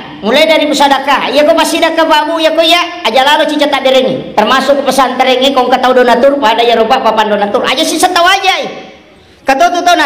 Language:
Buginese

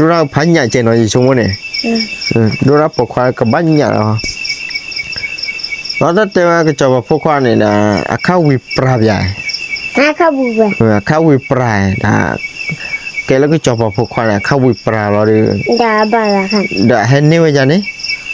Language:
S'gaw Karen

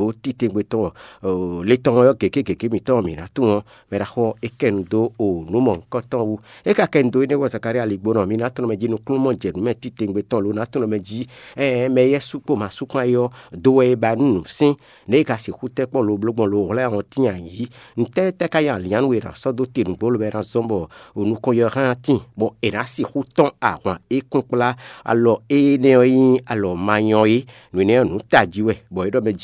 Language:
Fon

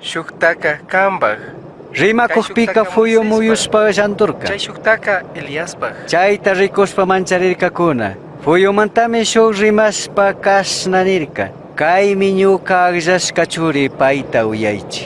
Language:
Chimborazo Highland Quichua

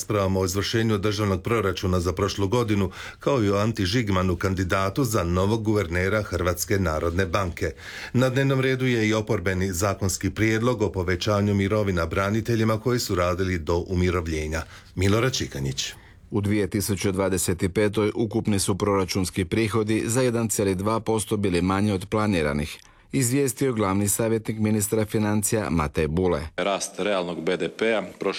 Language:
Croatian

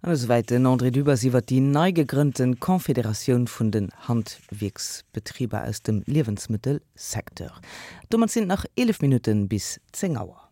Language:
Luxembourgish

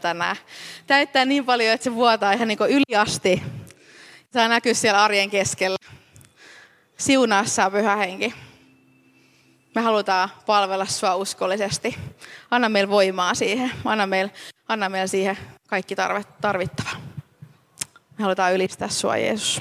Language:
Finnish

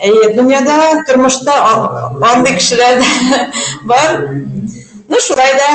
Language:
Bashkir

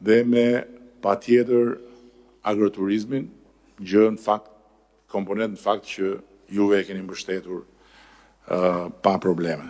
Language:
Albanian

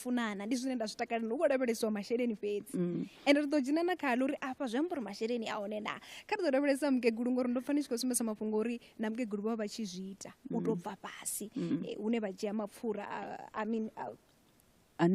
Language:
Venda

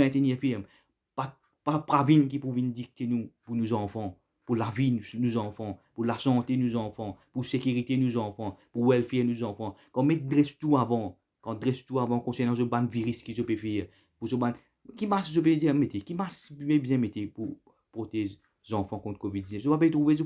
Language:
Morisyen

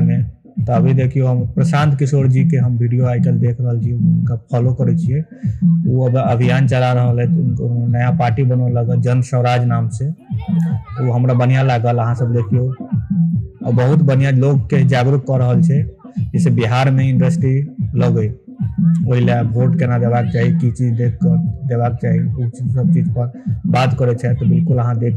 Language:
Maithili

